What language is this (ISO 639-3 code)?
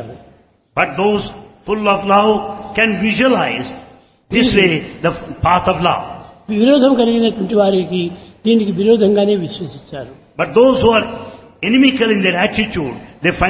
tel